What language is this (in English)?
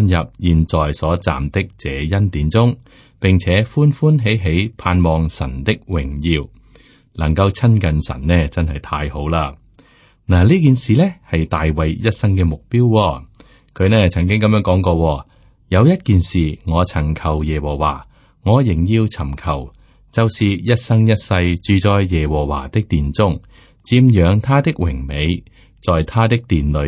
Cantonese